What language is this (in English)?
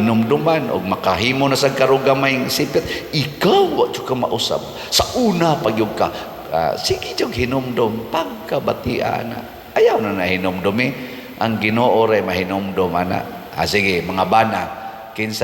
Cebuano